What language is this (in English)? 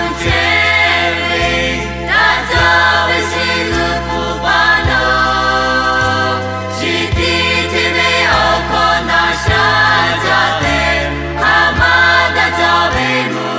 Lahu